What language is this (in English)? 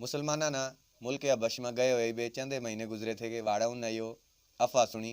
Haryanvi